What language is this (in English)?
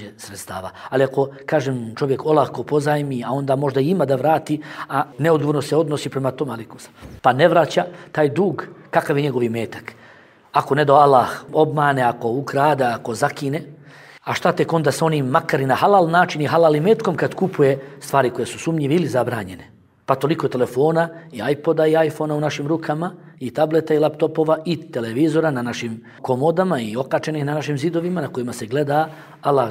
Bosnian